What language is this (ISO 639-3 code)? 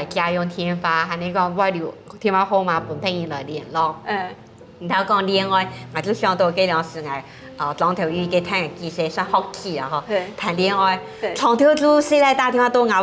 hak